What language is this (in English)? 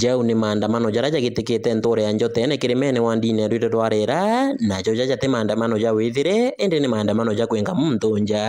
Meru